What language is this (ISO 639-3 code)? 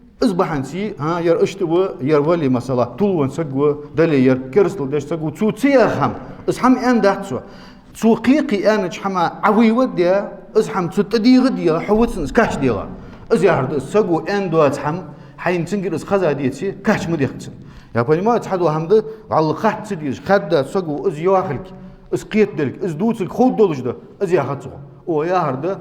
inh